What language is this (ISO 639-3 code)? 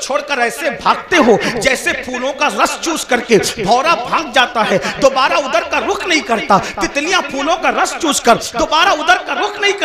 urd